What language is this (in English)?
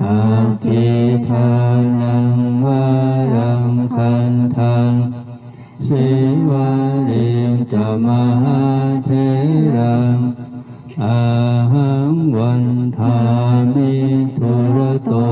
Pali